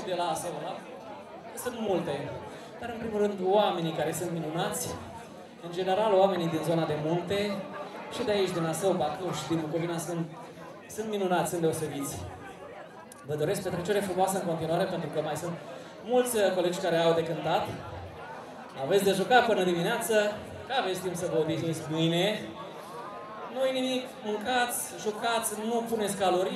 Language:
Romanian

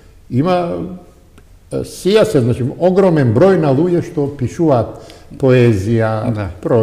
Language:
Macedonian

